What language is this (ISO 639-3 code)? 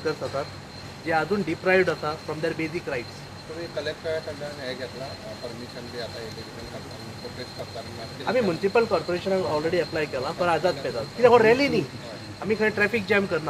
kok